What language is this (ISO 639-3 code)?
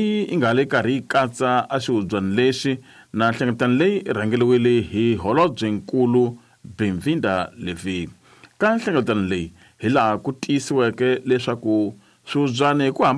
tso